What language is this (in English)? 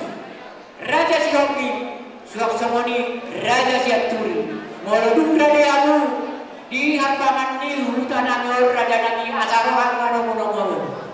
Batak Toba